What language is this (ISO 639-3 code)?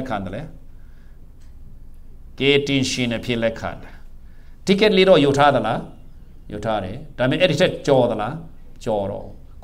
mya